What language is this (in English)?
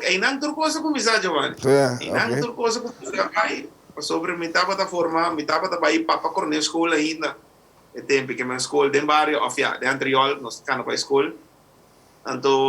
Papiamento